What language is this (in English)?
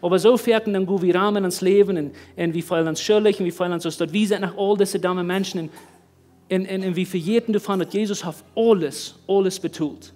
Plautdietsch